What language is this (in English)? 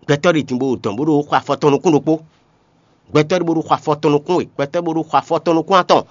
Fon